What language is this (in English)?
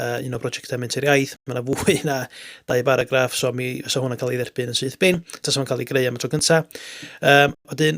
Welsh